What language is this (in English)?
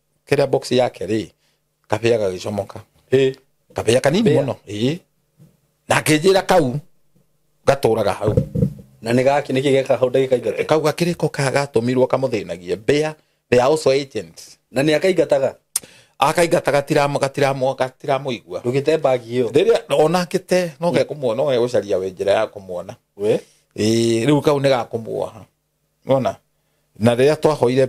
Kikuyu